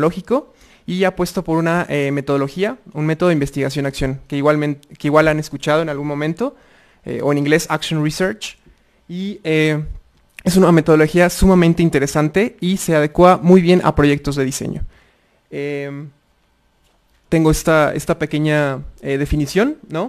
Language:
Spanish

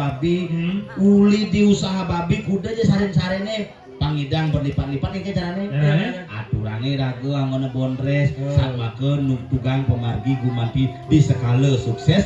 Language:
Balinese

